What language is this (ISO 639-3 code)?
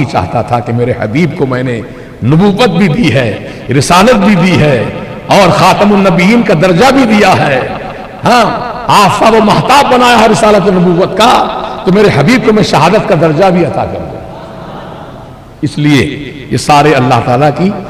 urd